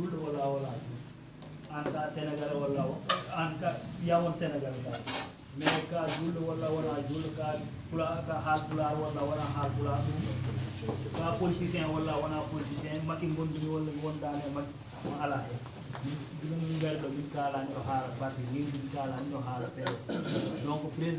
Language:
Fula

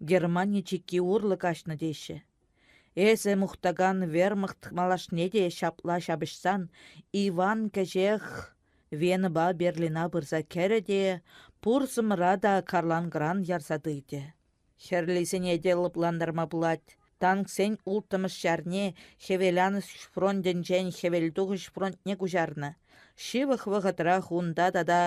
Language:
Chuvash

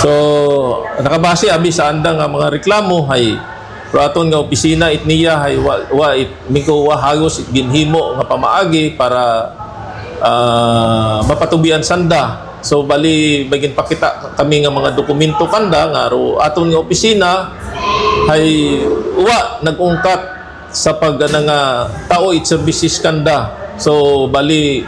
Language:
Hiligaynon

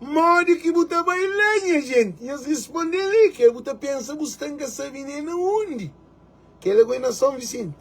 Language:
Kabuverdianu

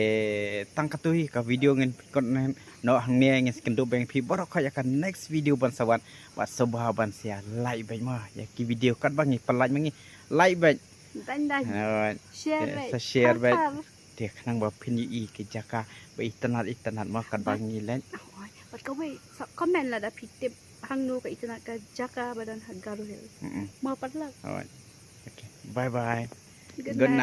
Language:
Khasi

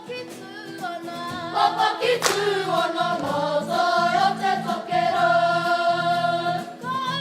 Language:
Māori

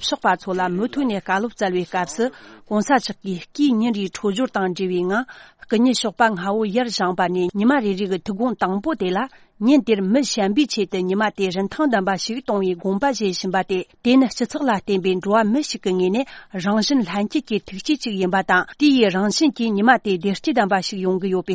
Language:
Tibetan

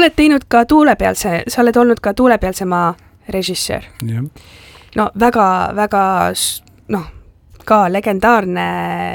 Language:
Estonian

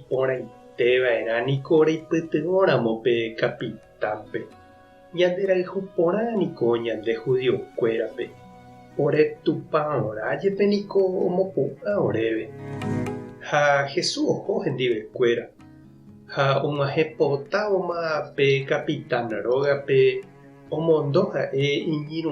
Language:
Guarani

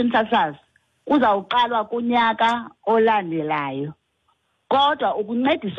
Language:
Xhosa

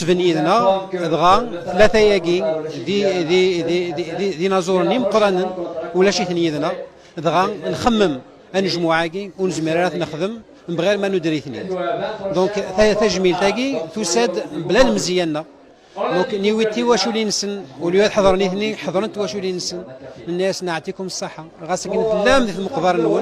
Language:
Kabyle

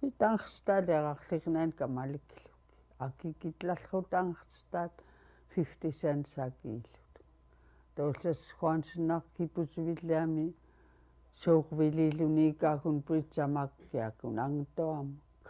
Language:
Central Yupik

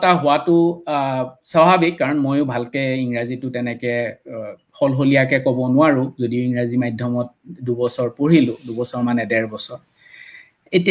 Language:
Assamese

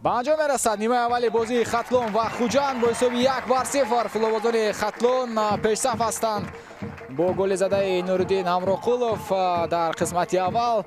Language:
Tajik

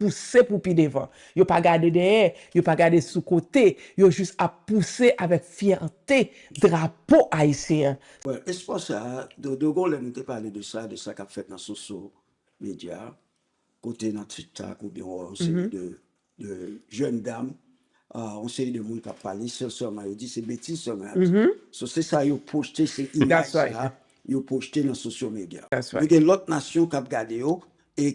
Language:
Haitian Creole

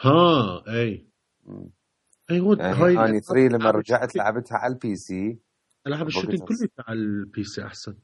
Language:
Mesopotamian Arabic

